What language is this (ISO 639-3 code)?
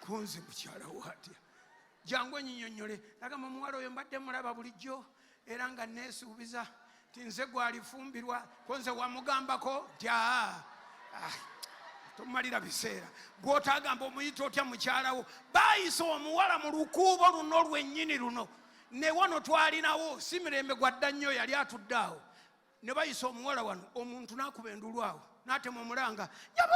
lug